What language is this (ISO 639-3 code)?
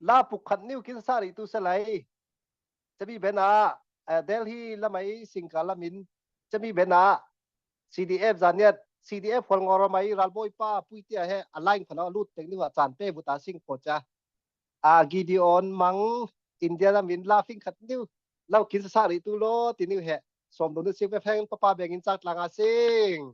cfm